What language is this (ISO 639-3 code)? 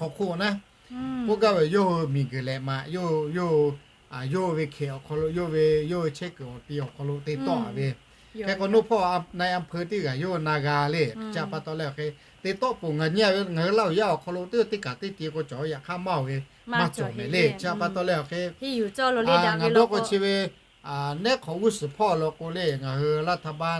lhu